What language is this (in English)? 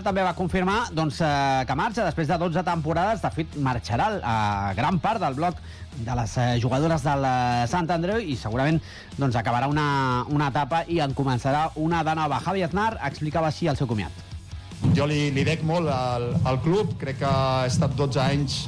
Catalan